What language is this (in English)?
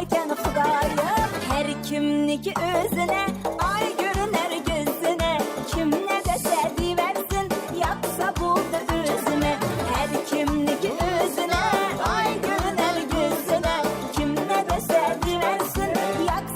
Kara-Kalpak